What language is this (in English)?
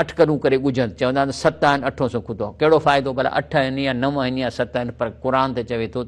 Sindhi